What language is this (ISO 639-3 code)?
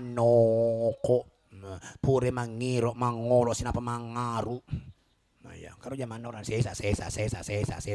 bug